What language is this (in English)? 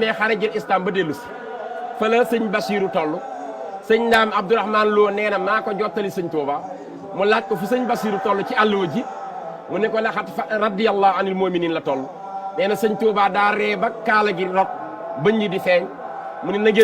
Wolof